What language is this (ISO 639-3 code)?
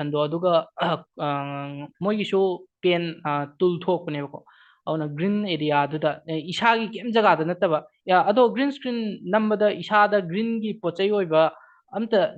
mni